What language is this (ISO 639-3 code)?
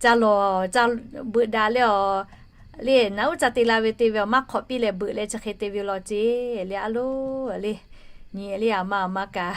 lhu